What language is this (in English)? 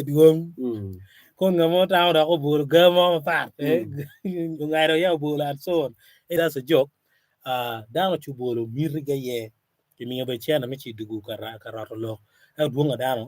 Acoli